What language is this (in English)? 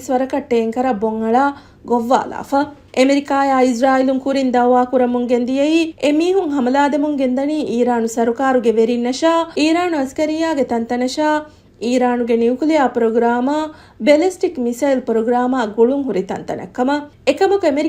Divehi